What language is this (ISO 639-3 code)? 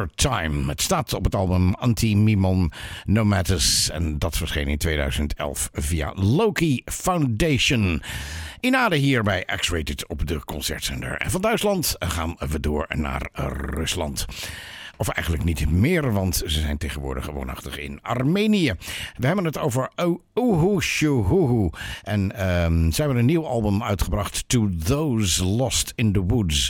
nld